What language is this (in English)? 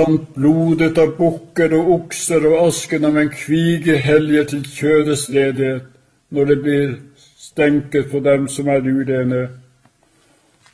Norwegian